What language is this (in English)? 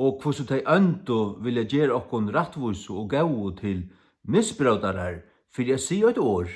Faroese